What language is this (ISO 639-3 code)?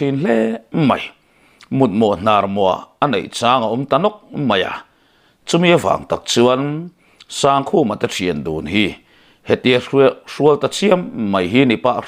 lus